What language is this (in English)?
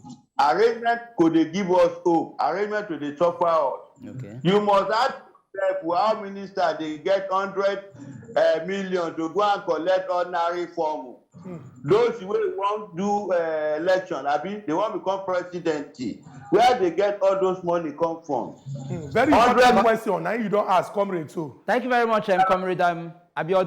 Nigerian Pidgin